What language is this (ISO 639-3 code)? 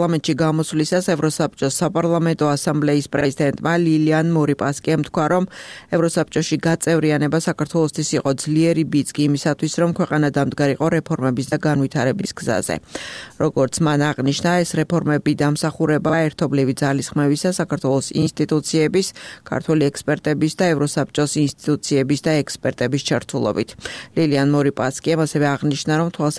kat